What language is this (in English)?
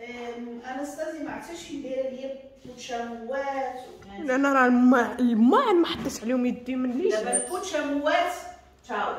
Moroccan Arabic